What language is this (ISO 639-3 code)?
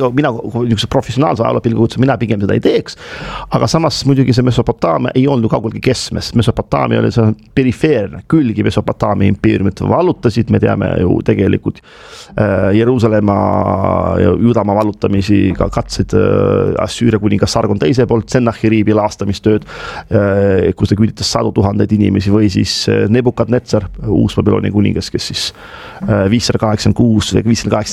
est